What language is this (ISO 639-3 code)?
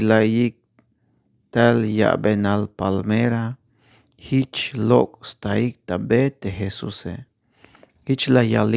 tzh